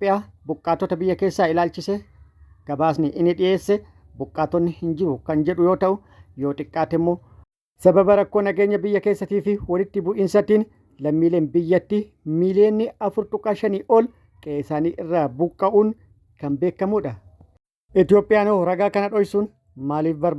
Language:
Oromo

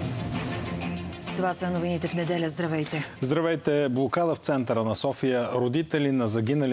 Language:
Bulgarian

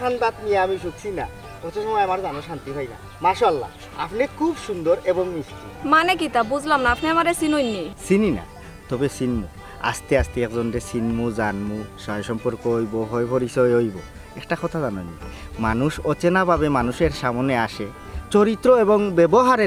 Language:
Sylheti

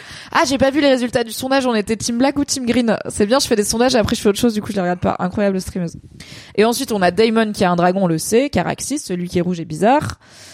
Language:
French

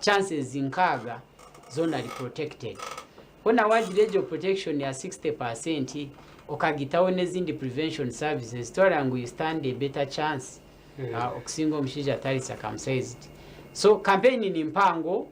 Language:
Nyankole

